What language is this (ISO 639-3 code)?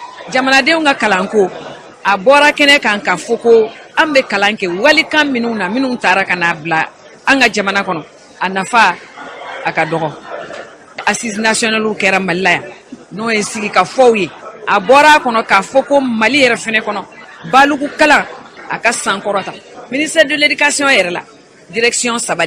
bam